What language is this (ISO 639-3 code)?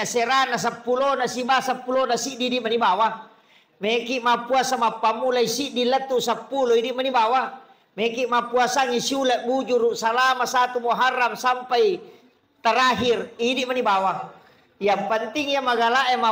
bug